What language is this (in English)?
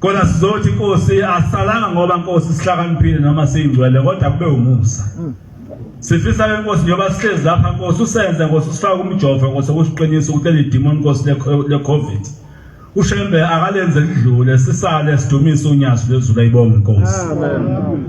Zulu